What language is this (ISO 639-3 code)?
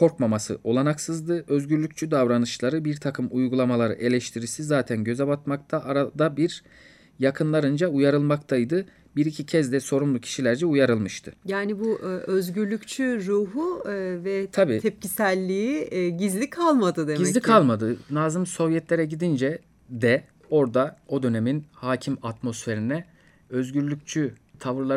tur